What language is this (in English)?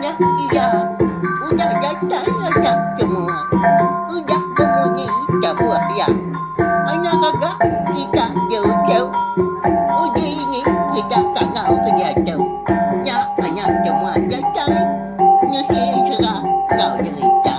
Iban